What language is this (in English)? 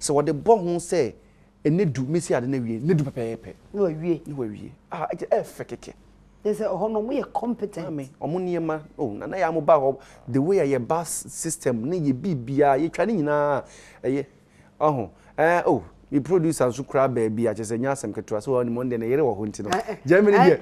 Akan